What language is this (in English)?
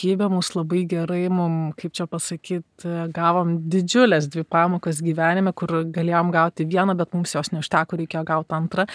Lithuanian